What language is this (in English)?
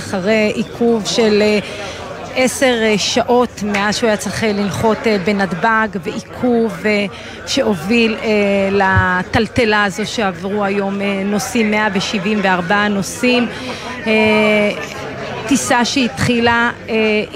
Hebrew